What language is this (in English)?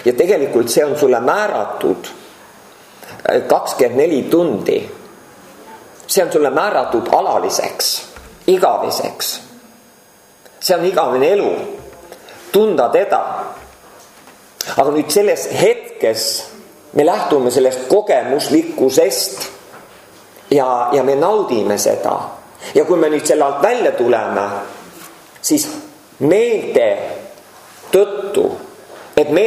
Estonian